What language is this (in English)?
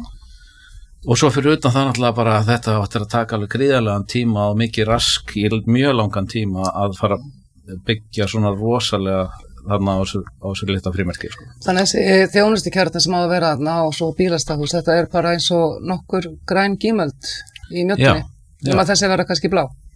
Icelandic